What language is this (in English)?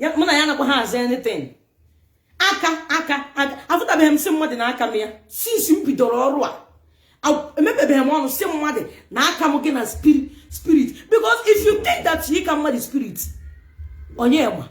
Igbo